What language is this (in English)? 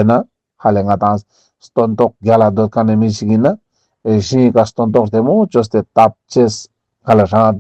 Ladakhi